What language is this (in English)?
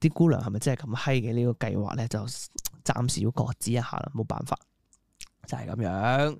Cantonese